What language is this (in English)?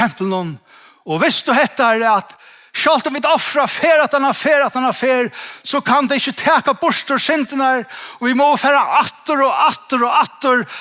Faroese